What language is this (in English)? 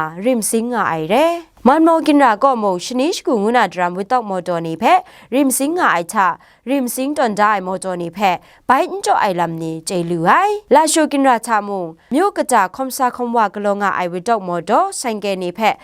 Kachin